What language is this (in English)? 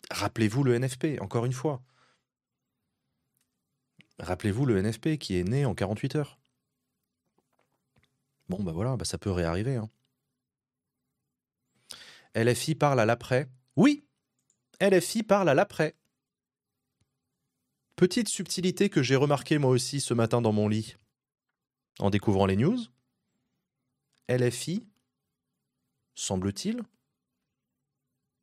French